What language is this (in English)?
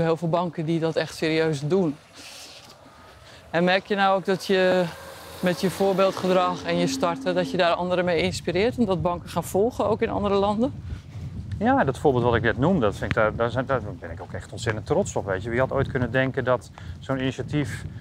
Dutch